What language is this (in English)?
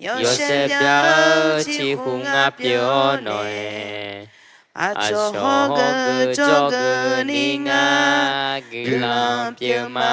Akha